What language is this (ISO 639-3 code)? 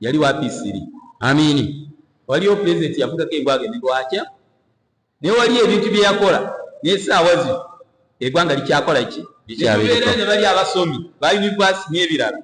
lug